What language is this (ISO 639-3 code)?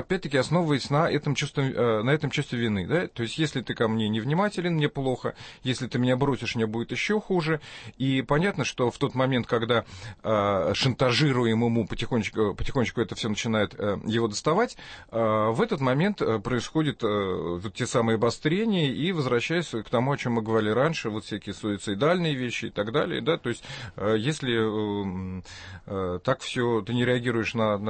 rus